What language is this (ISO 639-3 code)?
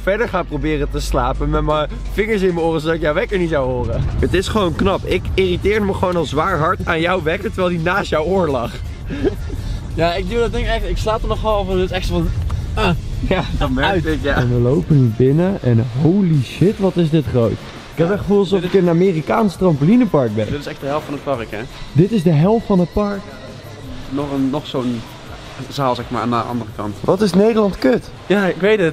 nld